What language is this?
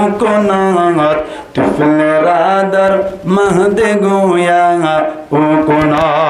Rohingya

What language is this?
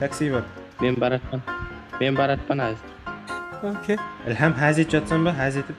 Kara-Kalpak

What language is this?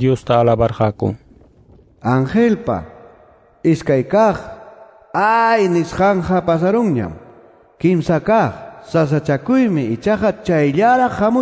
Ayacucho Quechua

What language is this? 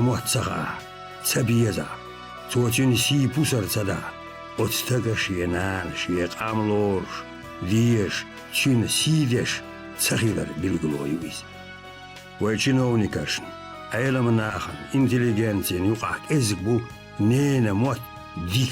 Chechen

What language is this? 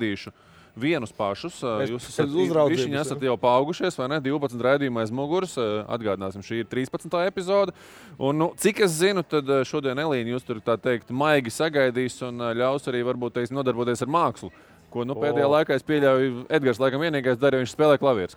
Latvian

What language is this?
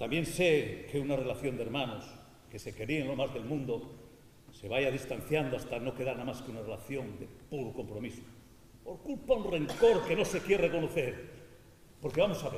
Asturian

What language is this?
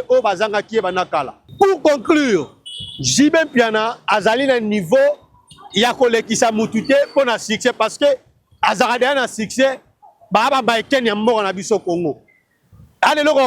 Lingala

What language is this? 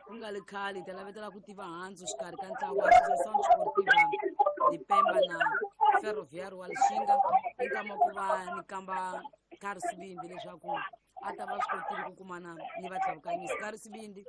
Tsonga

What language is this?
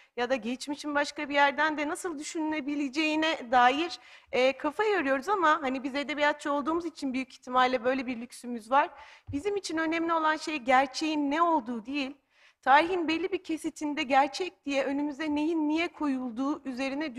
Turkish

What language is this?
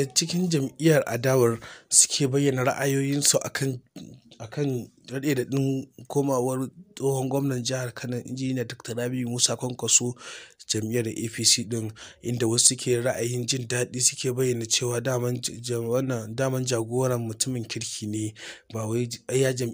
Hausa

